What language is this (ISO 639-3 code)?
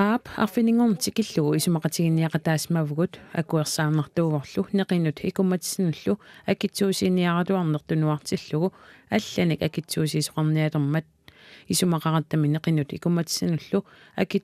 kal